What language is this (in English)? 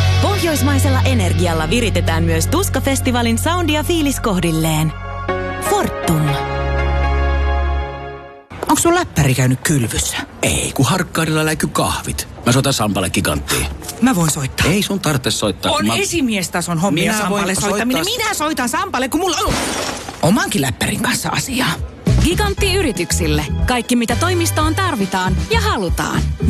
Finnish